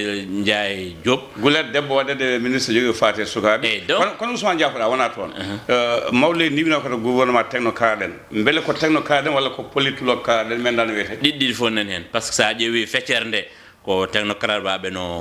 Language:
Fula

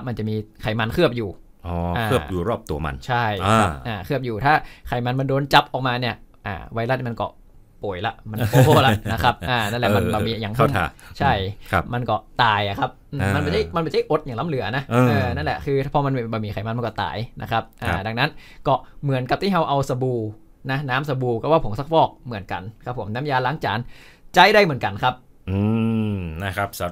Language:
Thai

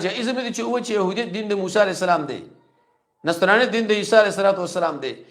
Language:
Pashto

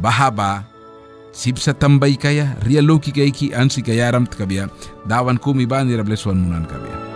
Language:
Mískito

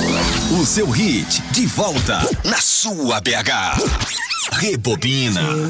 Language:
Portuguese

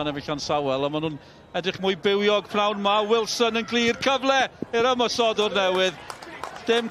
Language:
Welsh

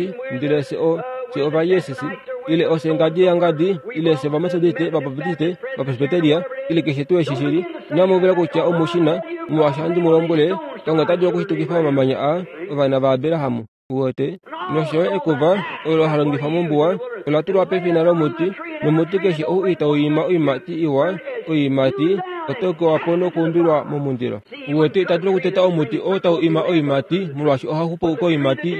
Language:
Kuanyama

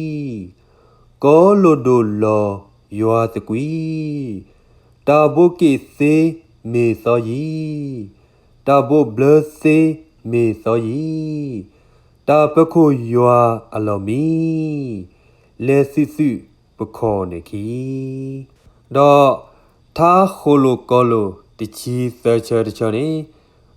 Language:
S'gaw Karen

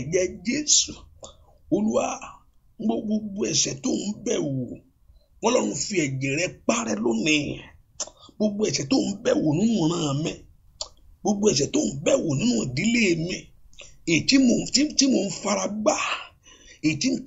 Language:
Yoruba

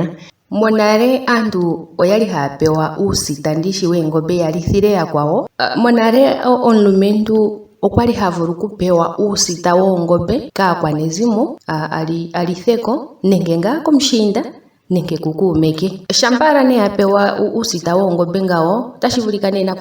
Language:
Ndonga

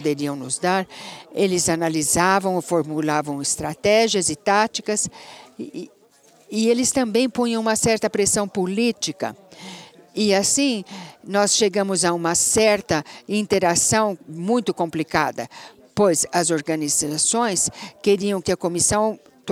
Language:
Portuguese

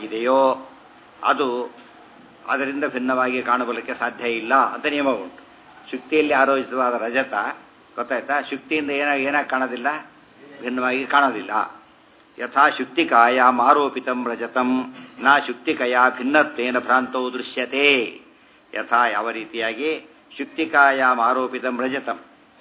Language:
Kannada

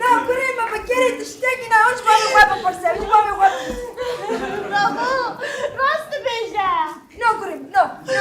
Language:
Kurdish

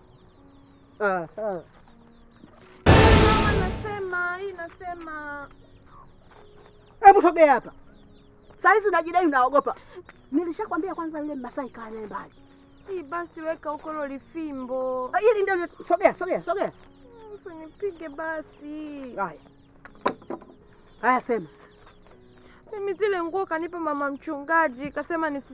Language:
Swahili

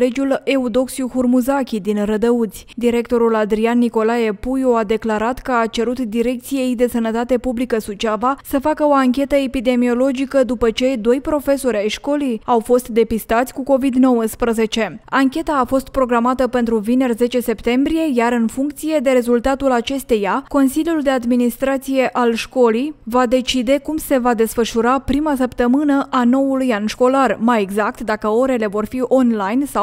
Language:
Romanian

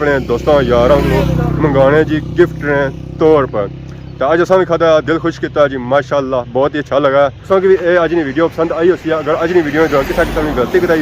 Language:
Pahari-Potwari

